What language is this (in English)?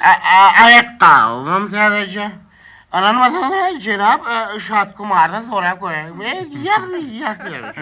Turkmen